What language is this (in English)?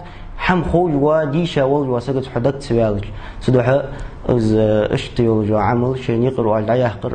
Ingush